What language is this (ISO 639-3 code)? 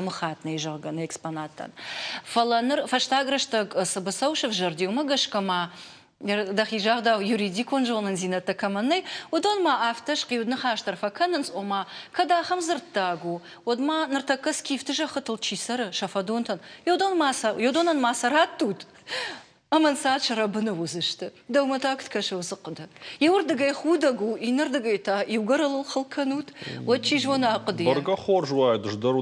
oss